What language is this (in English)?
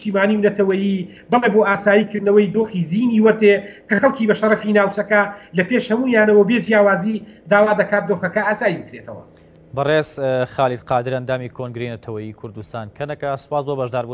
Central Kurdish